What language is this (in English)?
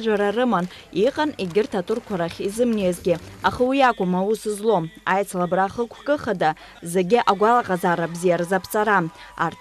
Abkhazian